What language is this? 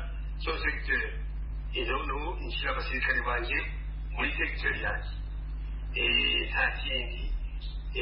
Kinyarwanda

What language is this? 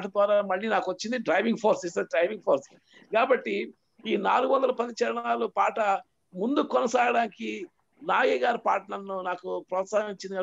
Telugu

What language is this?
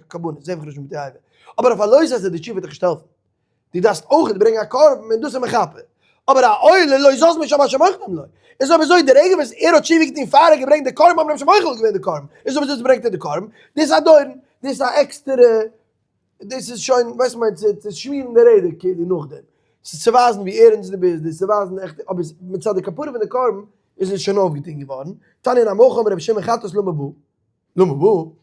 Yiddish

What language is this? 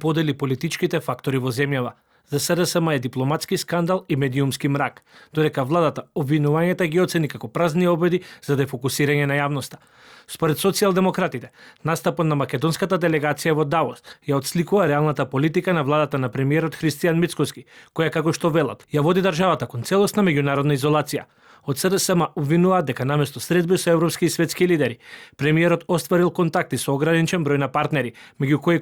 Macedonian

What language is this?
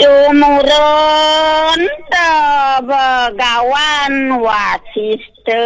Balinese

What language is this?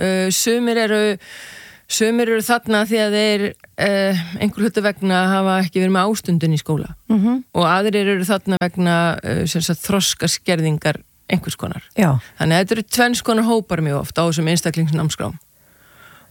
Icelandic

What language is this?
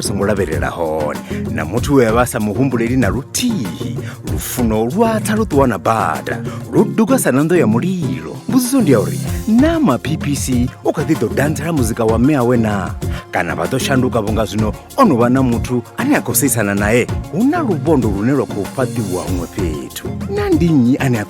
Venda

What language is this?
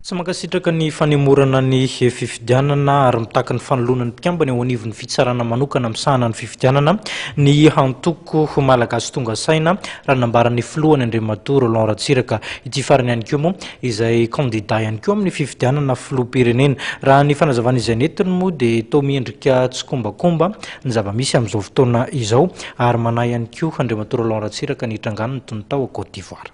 Malagasy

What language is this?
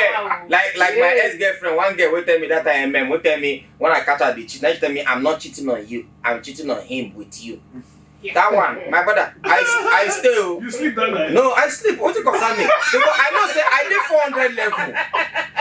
Nigerian Pidgin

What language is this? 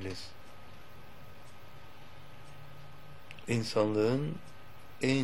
Turkish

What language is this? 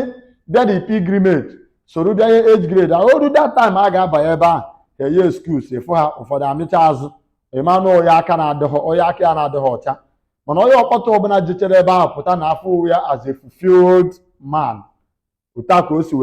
Igbo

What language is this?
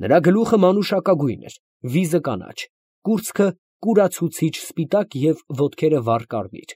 Armenian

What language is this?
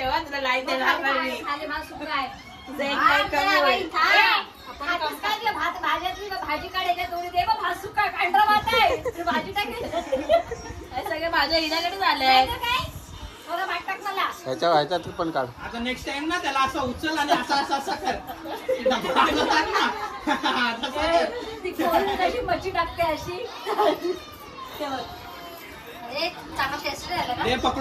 Marathi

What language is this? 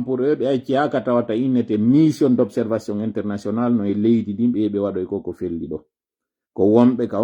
Pular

